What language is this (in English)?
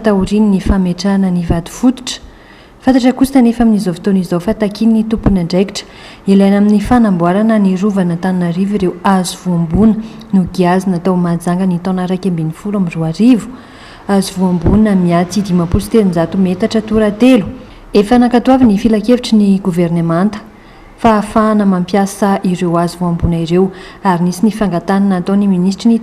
Malagasy